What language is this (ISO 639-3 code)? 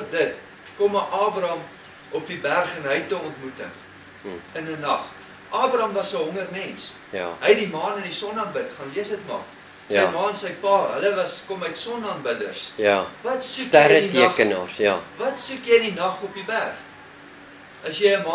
afr